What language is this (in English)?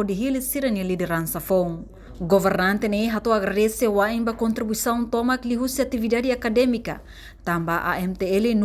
Tetum